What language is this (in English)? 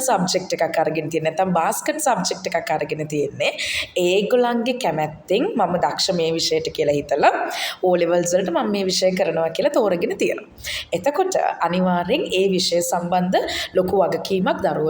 Sinhala